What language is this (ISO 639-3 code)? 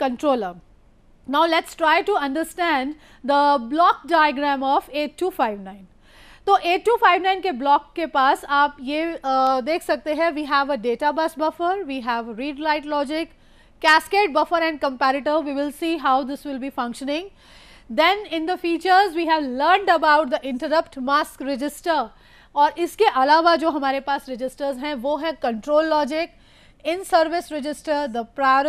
hin